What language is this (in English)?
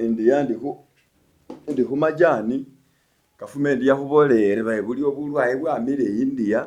Masaaba